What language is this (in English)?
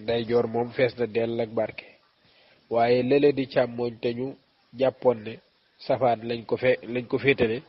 Wolof